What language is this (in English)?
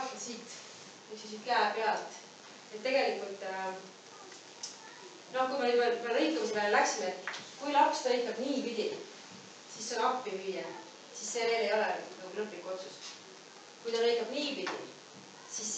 Estonian